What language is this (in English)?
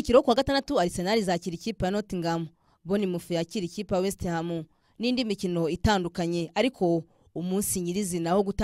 Kinyarwanda